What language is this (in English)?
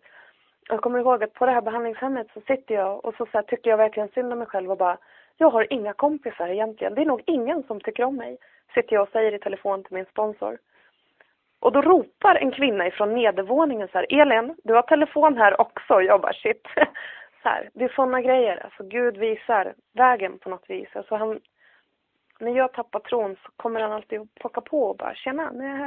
Swedish